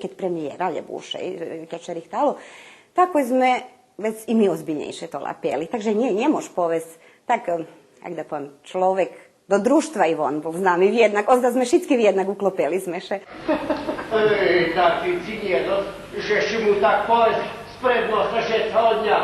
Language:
Rusyn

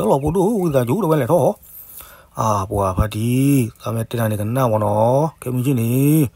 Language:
S'gaw Karen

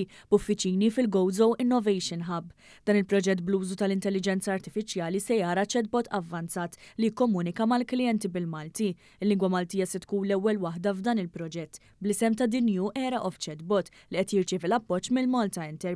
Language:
Maltese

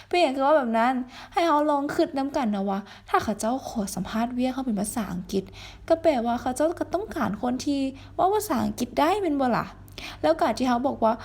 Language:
Lao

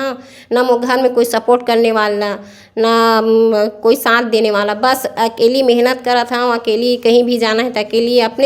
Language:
Chhattisgarhi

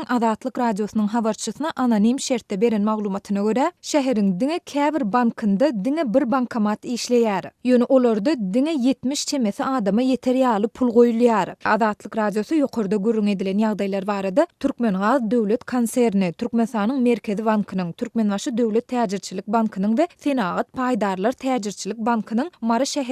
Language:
Turkmen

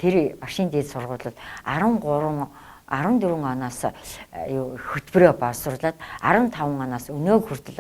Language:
Mongolian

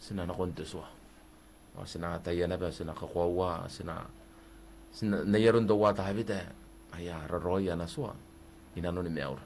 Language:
Gilbertese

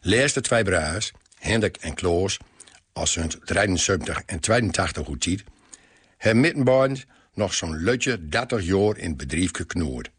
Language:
Gronings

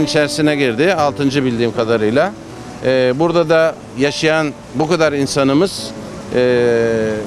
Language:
Turkish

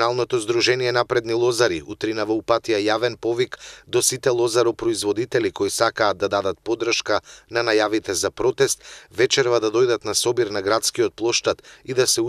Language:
Macedonian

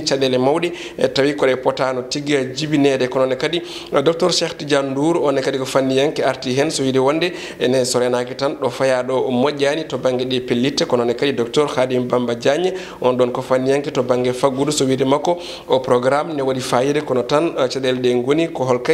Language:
Fula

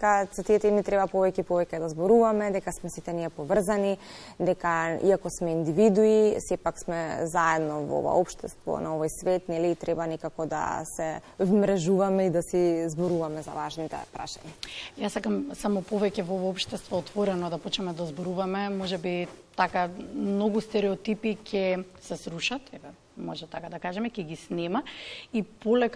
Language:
Macedonian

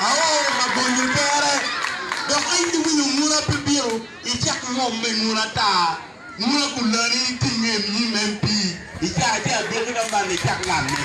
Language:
Acoli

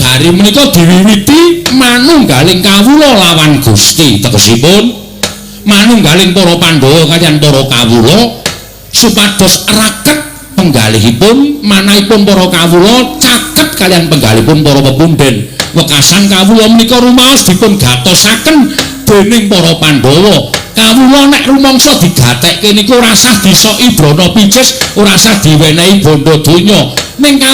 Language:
Javanese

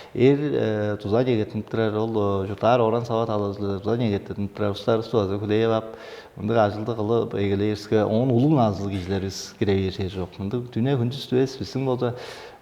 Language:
Tuvinian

